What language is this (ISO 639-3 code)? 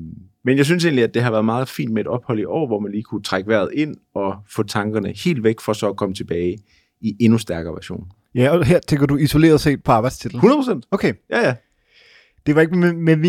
dan